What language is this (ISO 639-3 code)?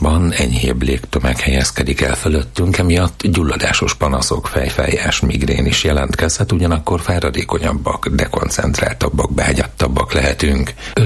hun